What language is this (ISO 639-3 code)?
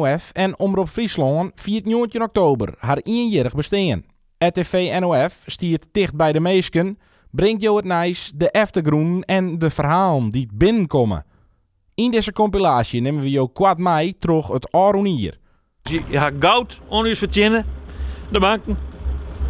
fry